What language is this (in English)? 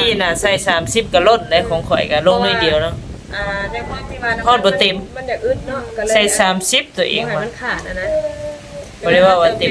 Northeastern Thai